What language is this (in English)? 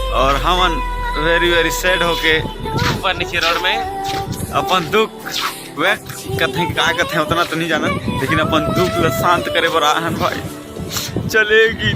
Chhattisgarhi